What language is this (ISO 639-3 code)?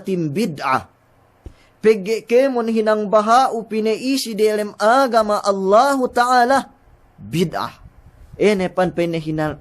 yka